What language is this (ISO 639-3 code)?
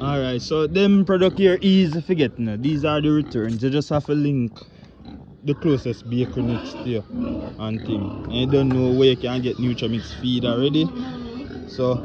jam